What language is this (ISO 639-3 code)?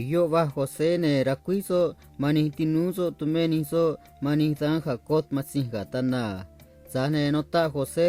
trc